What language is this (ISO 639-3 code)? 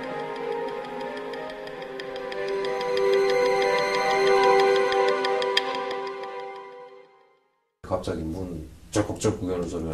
kor